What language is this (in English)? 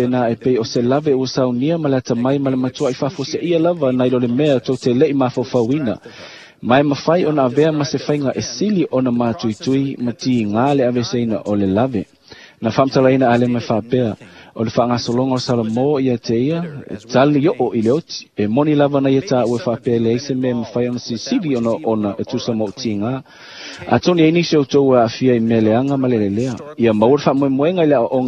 Samoan